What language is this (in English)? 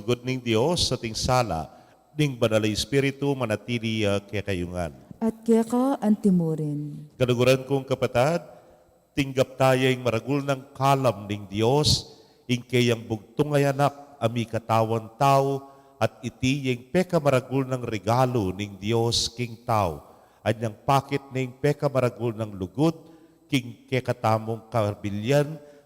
Pampanga